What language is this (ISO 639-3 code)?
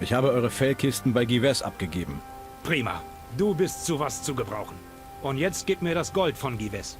bar